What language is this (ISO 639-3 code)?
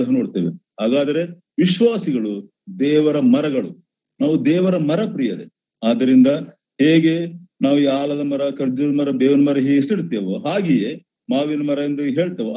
kan